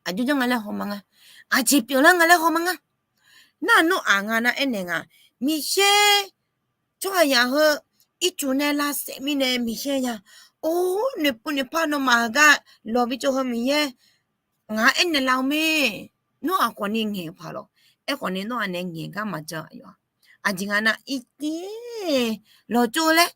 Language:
Akha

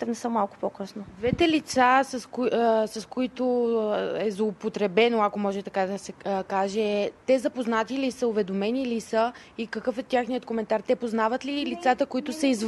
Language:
Bulgarian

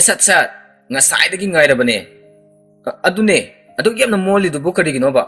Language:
Manipuri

